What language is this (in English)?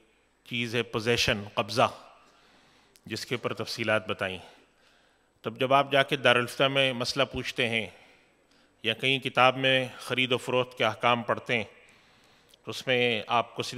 Urdu